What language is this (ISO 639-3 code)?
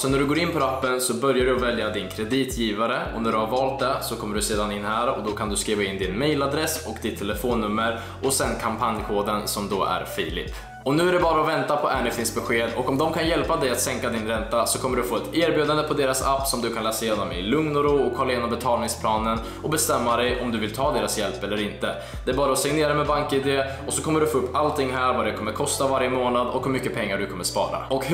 swe